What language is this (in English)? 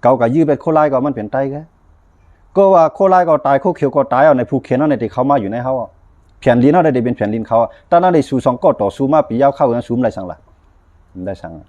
Shan